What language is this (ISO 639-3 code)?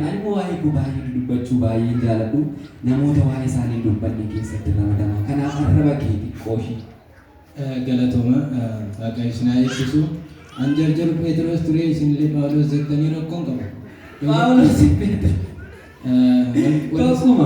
orm